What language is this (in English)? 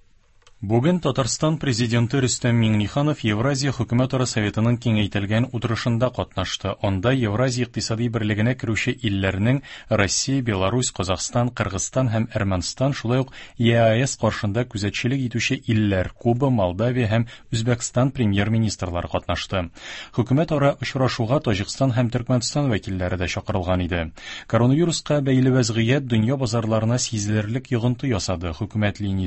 Tatar